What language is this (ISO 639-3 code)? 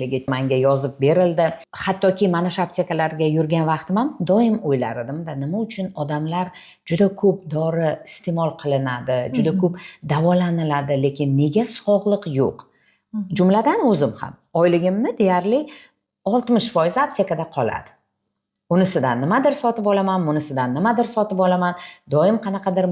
uzb